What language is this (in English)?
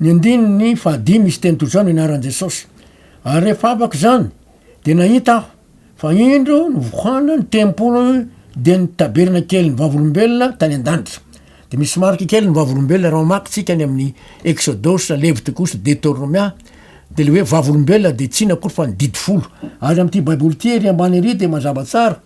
Malagasy